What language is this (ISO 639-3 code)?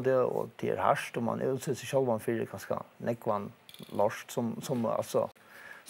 fao